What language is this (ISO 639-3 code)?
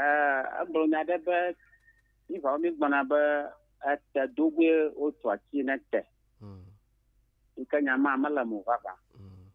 ewe